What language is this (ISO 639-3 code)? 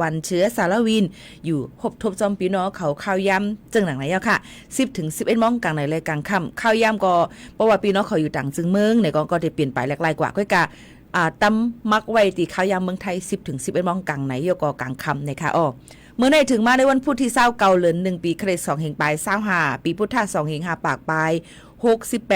shn